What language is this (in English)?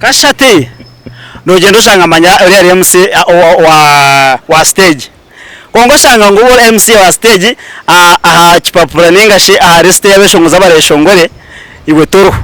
Nyankole